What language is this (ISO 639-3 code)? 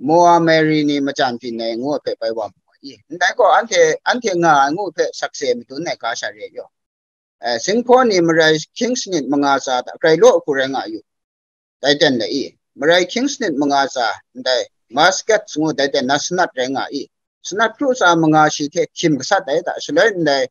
kac